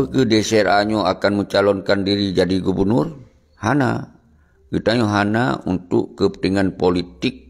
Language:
Achinese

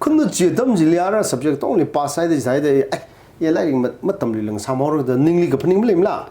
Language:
Tangkhul Naga (India)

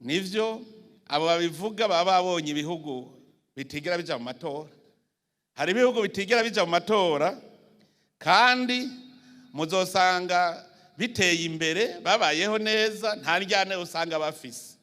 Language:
Rundi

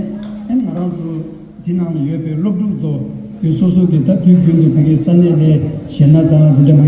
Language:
Tibetan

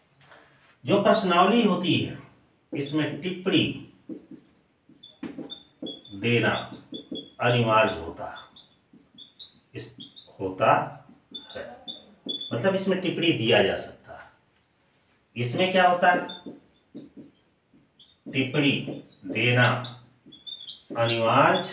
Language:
Hindi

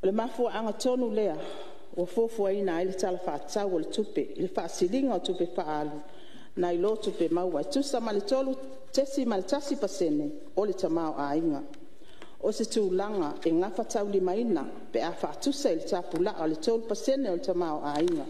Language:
Samoan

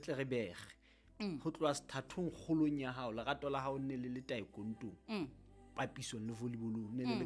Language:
Southern Sotho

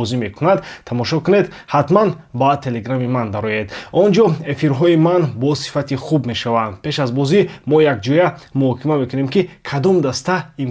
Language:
Tajik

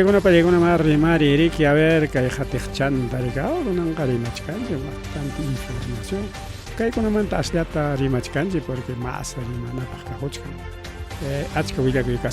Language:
Ayacucho Quechua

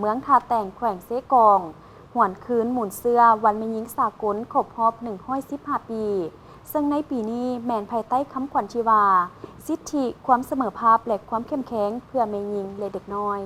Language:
Lao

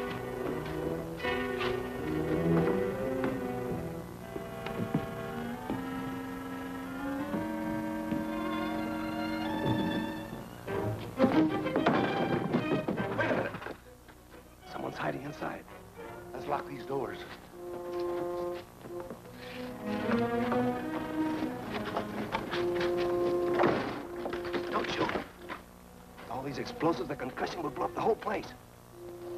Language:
English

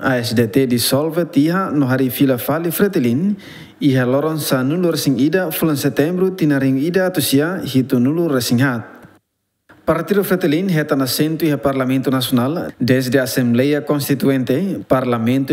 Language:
Tetum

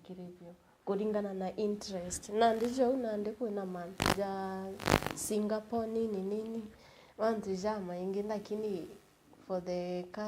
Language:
Meru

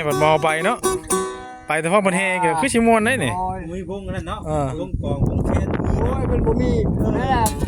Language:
Northeastern Thai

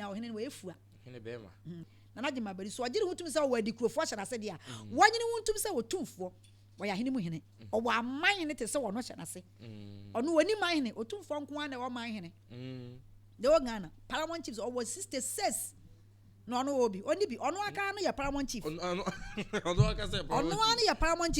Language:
Akan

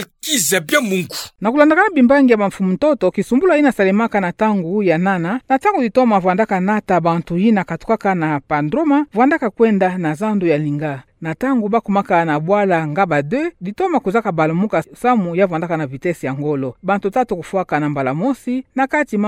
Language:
Kituba (Democratic Republic of Congo)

